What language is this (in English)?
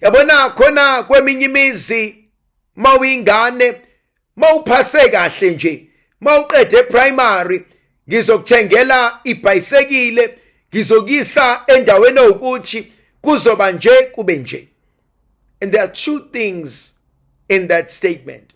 Zulu